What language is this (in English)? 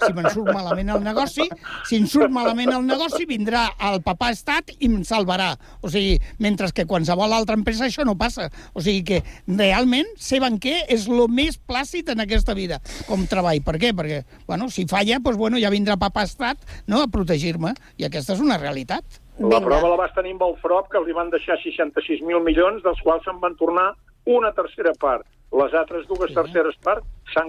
Catalan